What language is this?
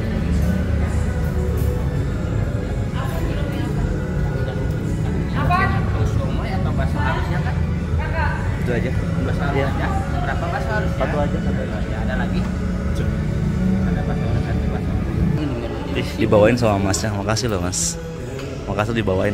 Indonesian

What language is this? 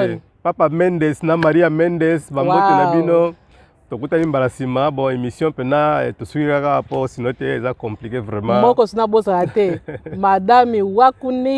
Lingala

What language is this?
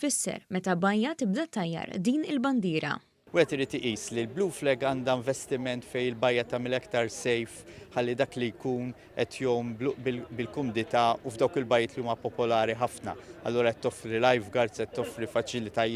Maltese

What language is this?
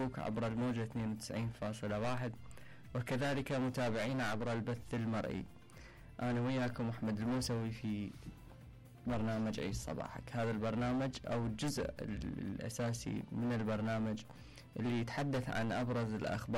Mesopotamian Arabic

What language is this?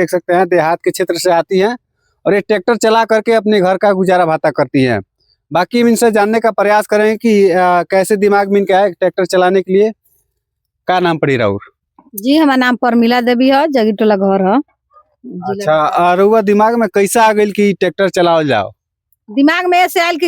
Bhojpuri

